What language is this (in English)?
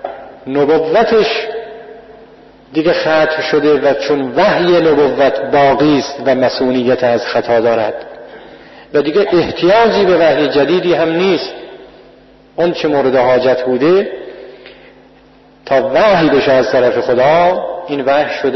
Persian